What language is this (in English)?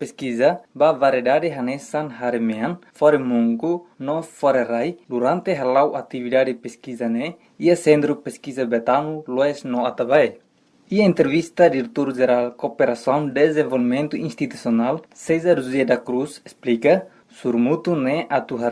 Tetum